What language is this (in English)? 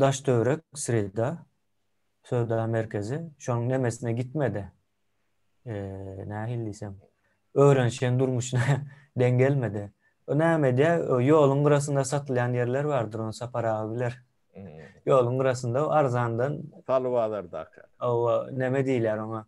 Turkmen